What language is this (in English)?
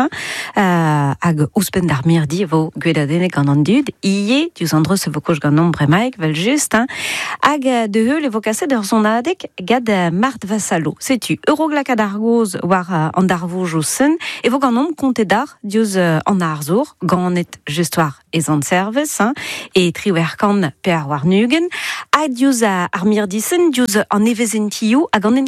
Breton